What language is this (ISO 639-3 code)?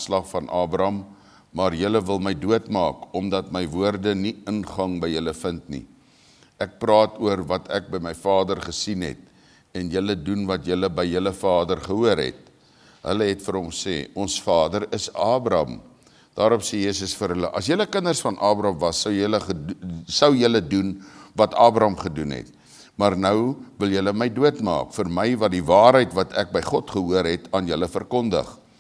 afr